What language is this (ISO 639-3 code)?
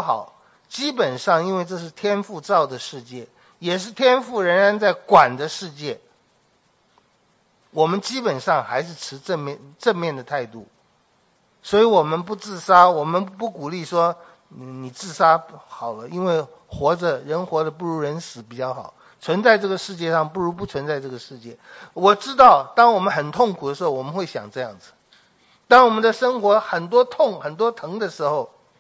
zho